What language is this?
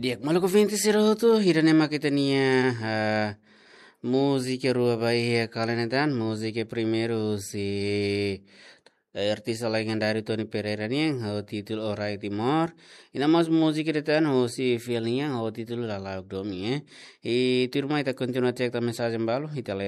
Tetum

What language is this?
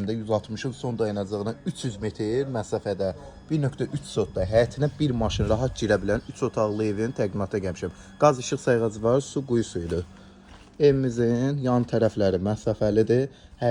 Azerbaijani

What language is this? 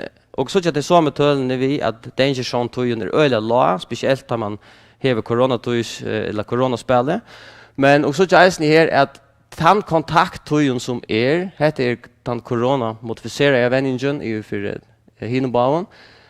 Faroese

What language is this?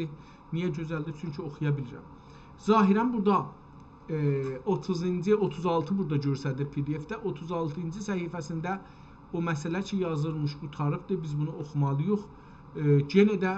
South Azerbaijani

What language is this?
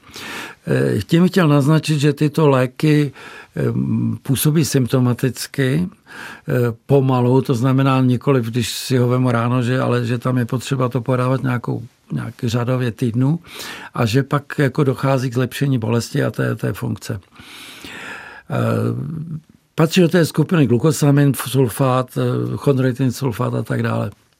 Czech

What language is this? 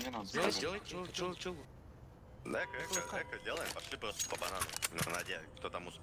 Yakut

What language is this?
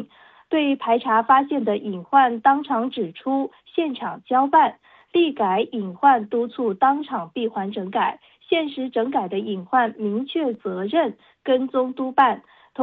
Chinese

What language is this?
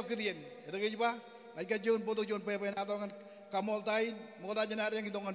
Marshallese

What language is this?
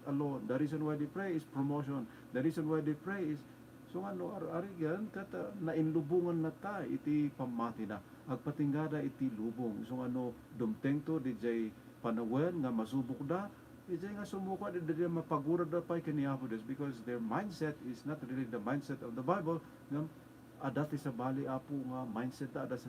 Iloko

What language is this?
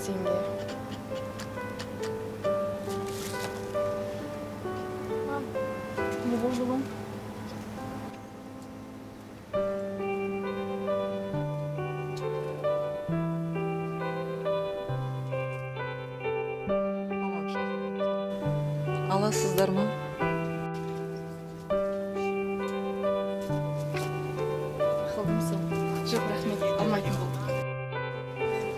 Kazakh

